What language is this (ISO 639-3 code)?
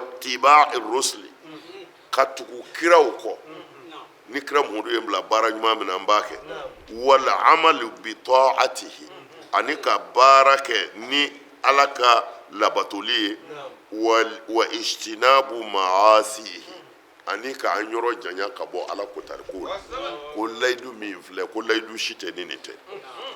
bam